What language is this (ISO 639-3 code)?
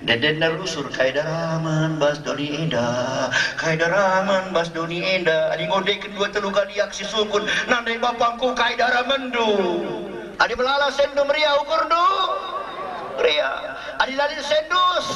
btx